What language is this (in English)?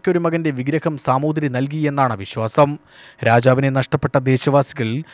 Malayalam